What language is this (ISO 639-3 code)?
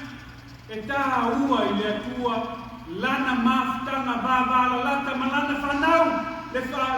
smo